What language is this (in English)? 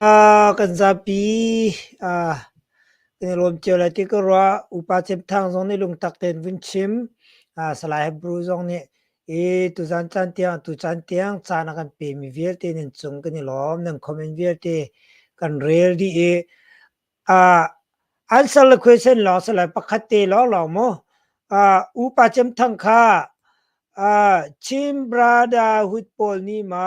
Hakha Chin